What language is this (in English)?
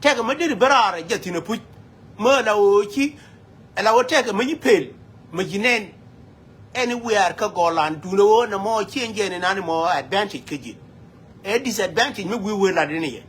Nuer